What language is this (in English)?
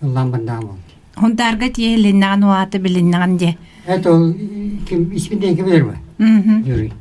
Yakut